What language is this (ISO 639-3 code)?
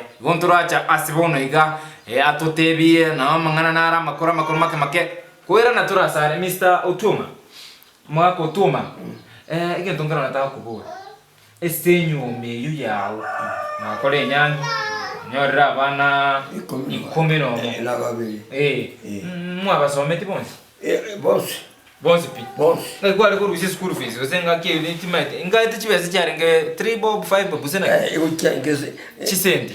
guz